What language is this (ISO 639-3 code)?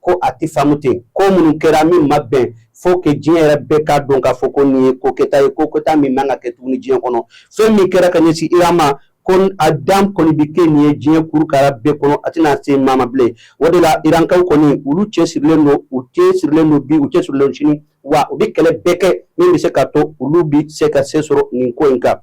bam